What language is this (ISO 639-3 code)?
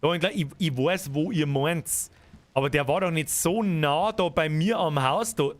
bar